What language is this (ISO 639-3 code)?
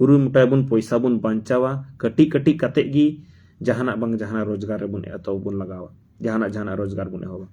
sat